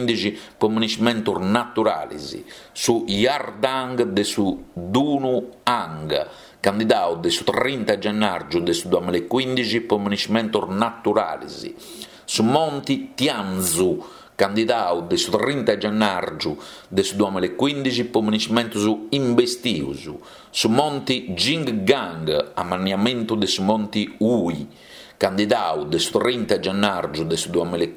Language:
Sardinian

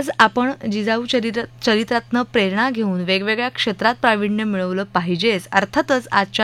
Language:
Marathi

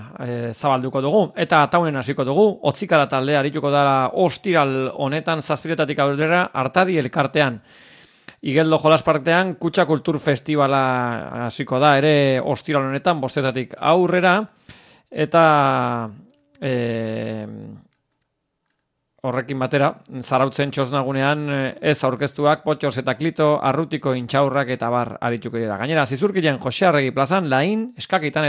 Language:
Basque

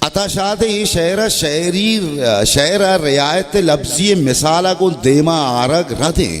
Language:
Baluchi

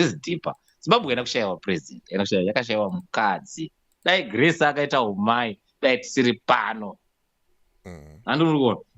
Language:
Shona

